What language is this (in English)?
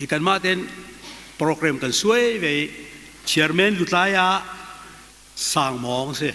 Hakha Chin